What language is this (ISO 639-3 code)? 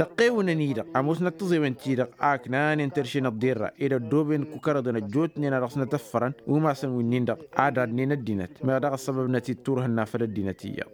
taq